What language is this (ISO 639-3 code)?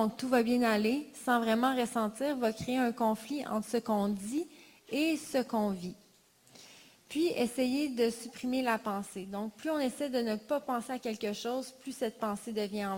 fra